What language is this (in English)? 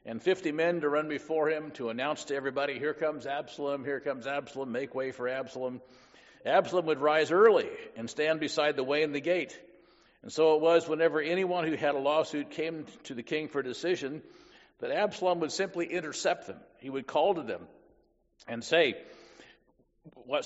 English